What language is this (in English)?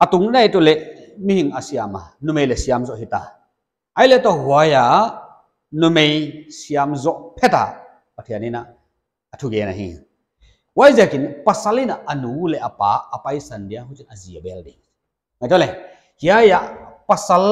Paite Chin